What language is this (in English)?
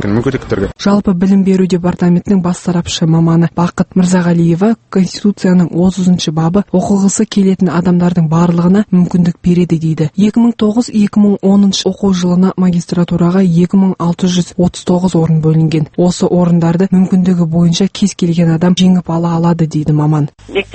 Kazakh